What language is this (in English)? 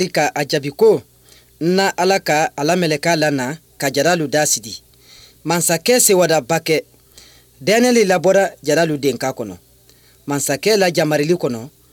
Bambara